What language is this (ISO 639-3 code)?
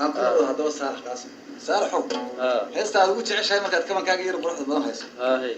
som